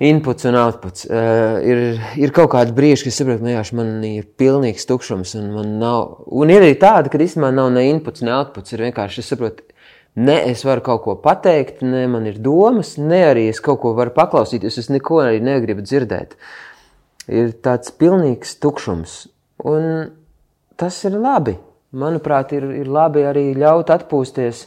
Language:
Latvian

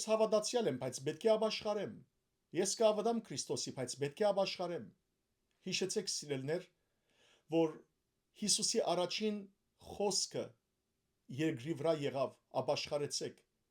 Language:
Western Armenian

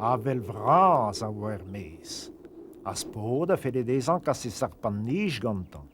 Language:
Breton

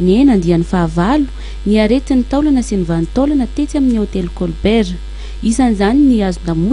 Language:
Malagasy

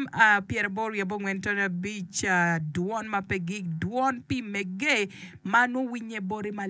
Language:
Acoli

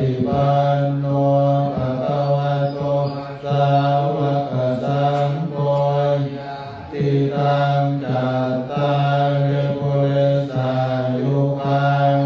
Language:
Pali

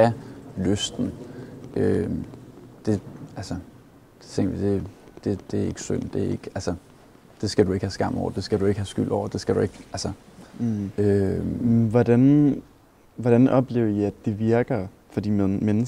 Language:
Danish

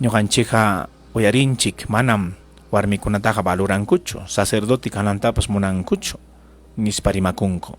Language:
Ayacucho Quechua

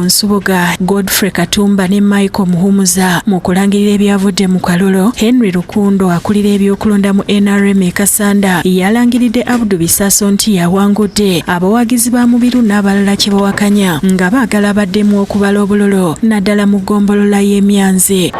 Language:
Ganda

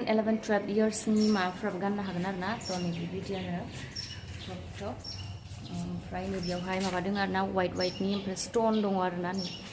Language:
Bodo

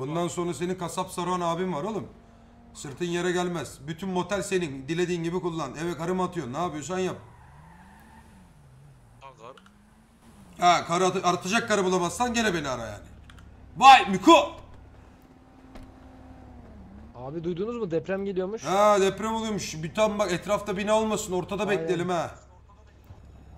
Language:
Turkish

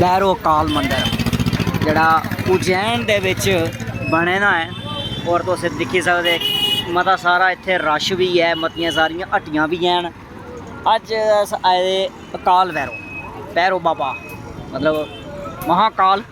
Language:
Dogri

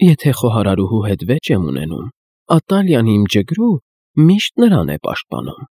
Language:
Armenian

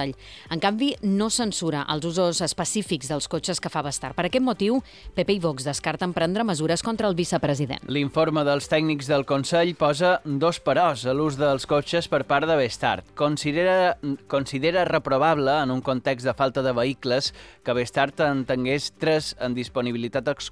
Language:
Catalan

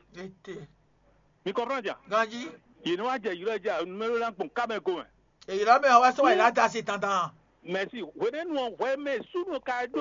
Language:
Fon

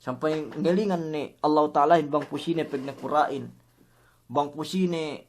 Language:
Yakan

